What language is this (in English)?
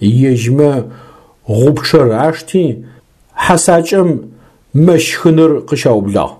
Adyghe